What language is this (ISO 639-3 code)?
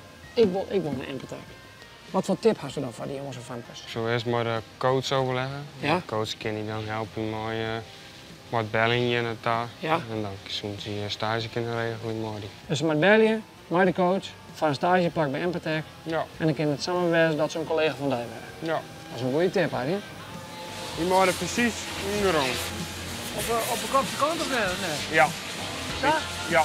fry